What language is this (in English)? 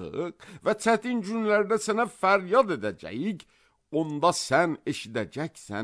Azerbaijani